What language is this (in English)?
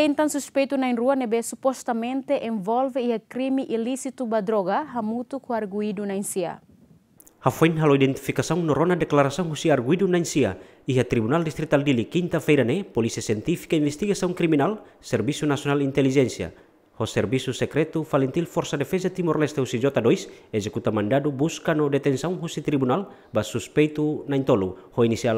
Tetum